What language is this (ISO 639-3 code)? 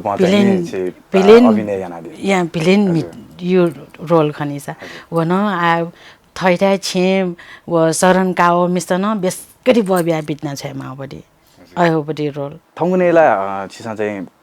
new